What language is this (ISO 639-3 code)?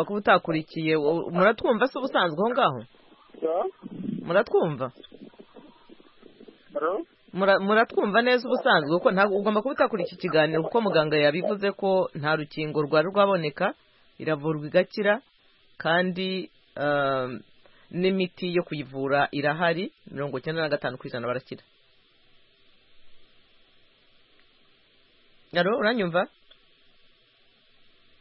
kin